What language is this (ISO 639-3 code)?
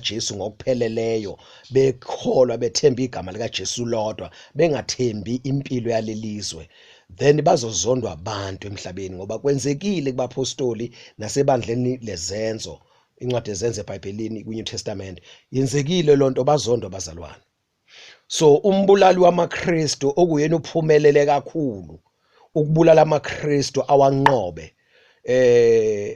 zul